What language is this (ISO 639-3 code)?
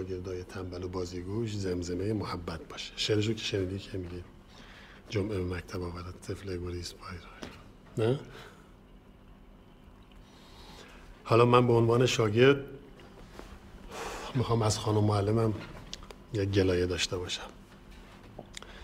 fas